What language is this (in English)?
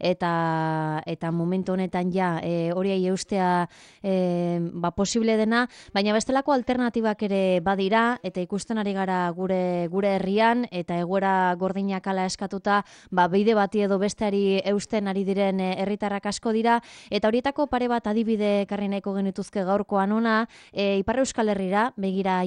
Basque